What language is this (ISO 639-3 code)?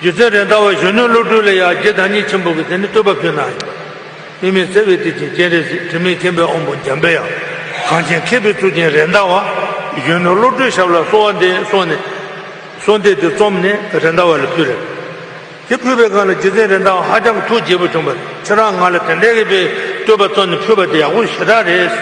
bod